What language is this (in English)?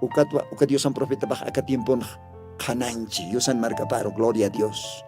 Aymara